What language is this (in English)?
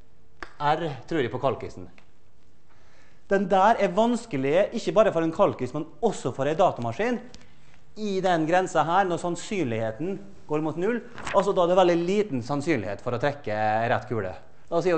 Norwegian